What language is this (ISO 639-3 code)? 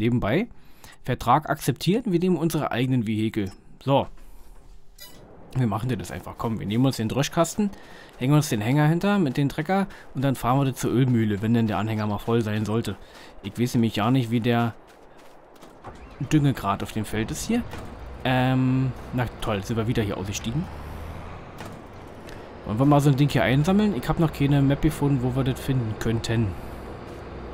deu